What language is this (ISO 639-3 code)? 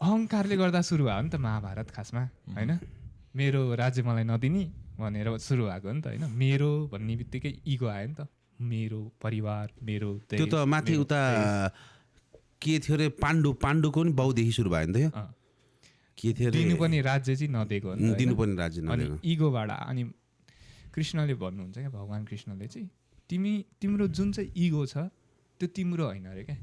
nep